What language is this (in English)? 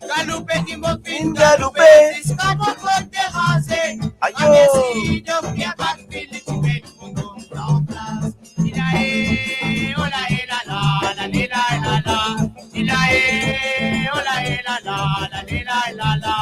Morisyen